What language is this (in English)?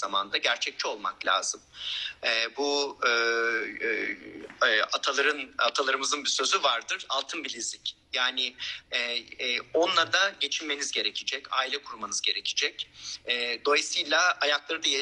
Turkish